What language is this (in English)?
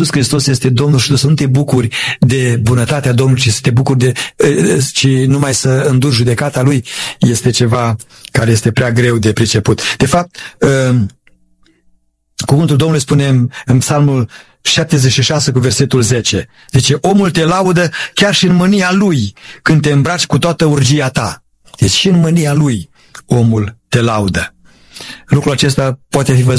Romanian